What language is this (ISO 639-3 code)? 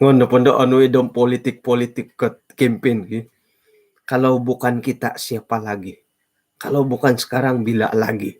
dtp